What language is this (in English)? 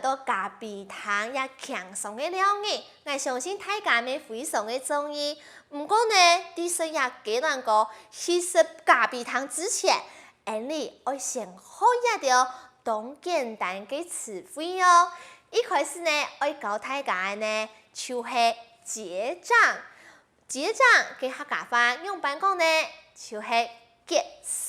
Hakka Chinese